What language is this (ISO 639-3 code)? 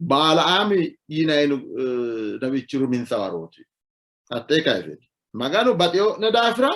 sid